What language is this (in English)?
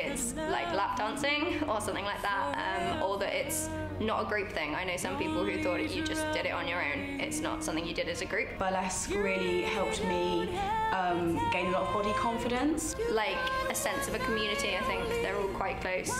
English